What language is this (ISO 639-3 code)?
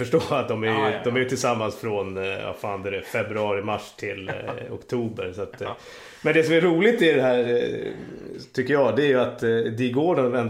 swe